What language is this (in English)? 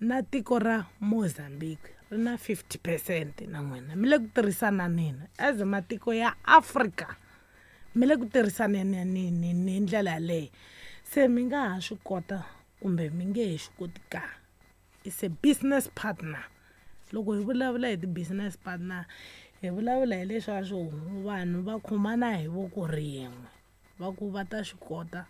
Tsonga